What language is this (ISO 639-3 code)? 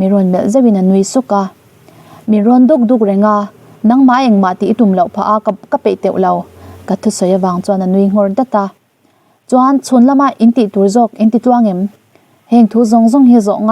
lus